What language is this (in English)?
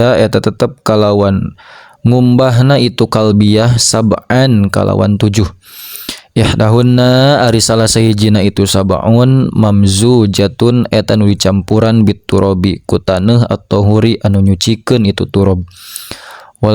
Sundanese